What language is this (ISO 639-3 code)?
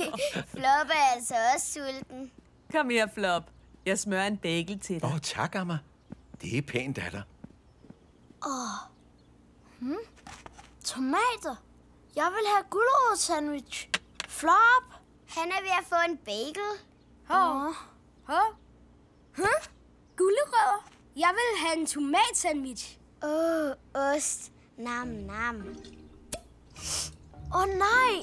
dan